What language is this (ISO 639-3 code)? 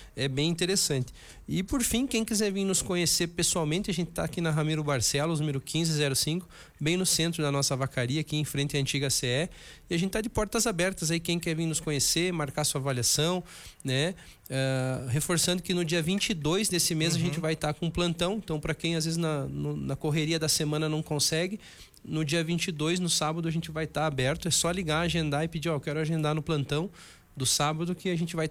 por